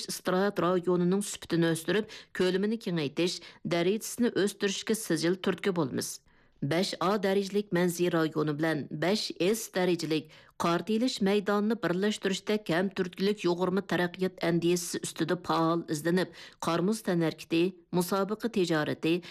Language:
Uyghur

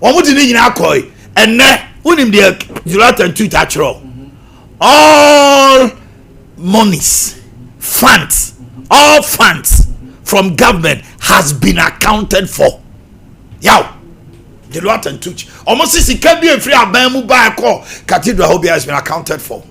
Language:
Akan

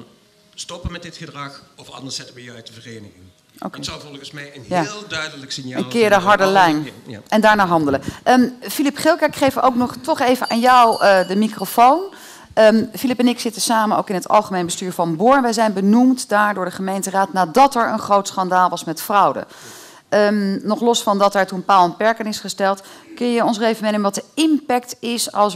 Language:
Dutch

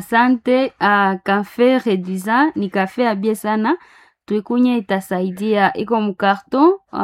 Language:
Swahili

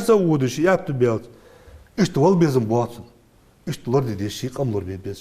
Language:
Ingush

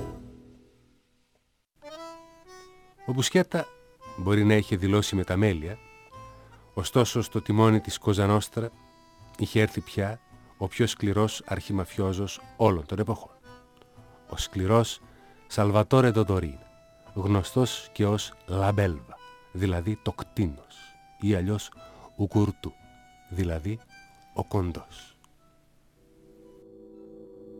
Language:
Greek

